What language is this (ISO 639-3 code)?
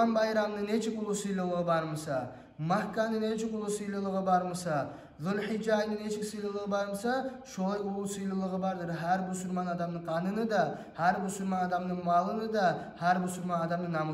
kum